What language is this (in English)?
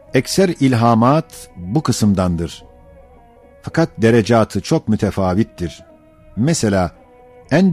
Ottoman Turkish